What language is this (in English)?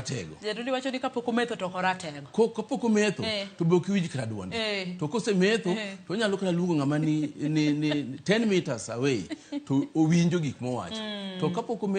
Luo (Kenya and Tanzania)